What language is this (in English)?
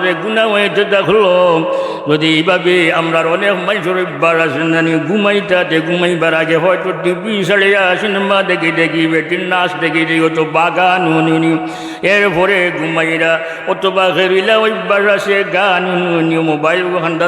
Sylheti